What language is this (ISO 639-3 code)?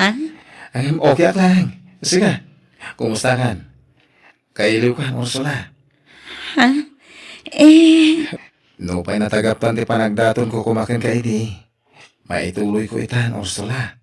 ilo